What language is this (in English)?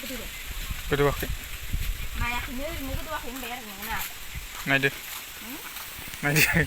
Bodo